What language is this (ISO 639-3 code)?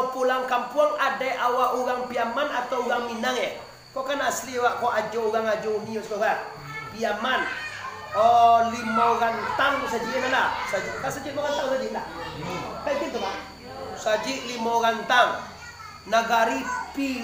min